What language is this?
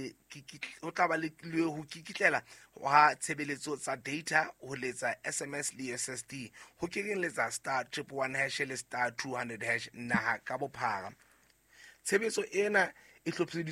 Southern Sotho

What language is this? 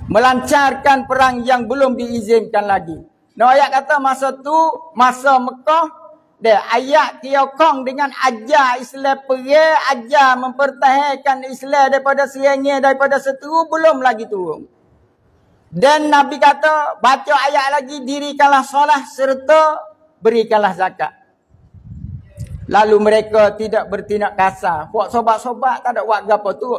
Malay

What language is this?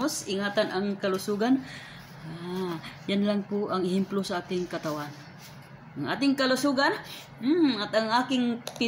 Filipino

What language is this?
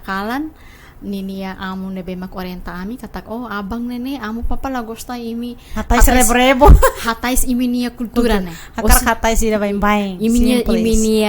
Tetum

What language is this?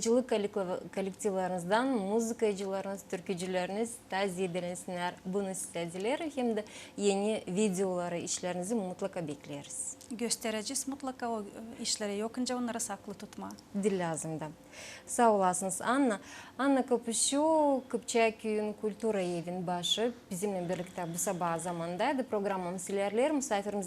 Gagauz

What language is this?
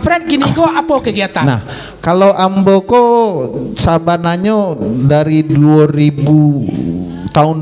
Minangkabau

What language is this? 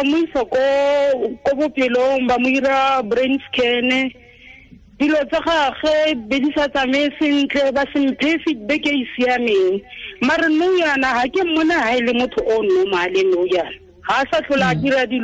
Tswana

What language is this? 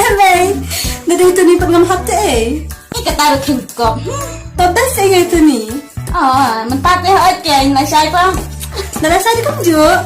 Khasi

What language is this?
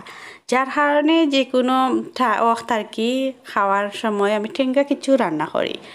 Sylheti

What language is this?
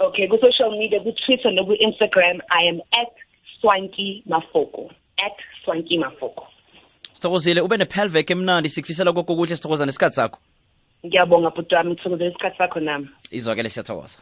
South Ndebele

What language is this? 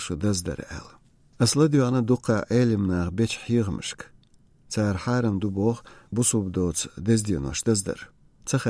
Chechen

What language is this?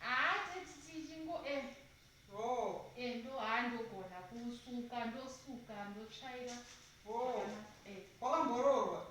Shona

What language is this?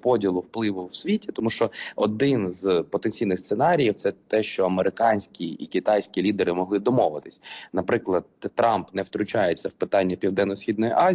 Ukrainian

